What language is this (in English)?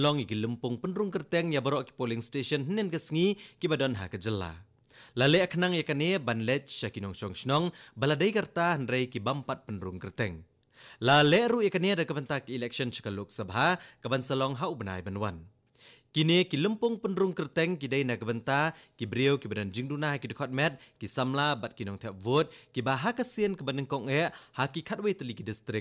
Khasi